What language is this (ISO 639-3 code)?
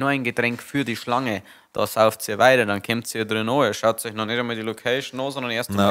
bar